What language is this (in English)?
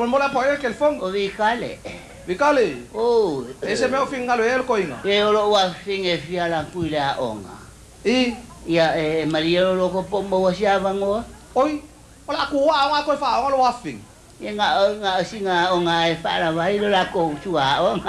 Samoan